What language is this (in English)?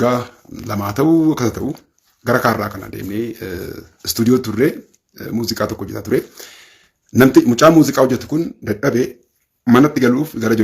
Oromo